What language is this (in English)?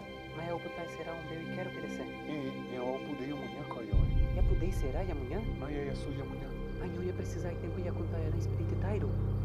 Nheengatu